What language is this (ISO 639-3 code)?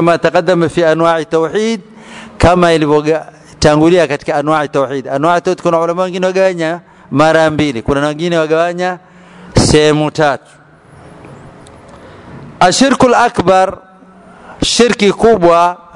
swa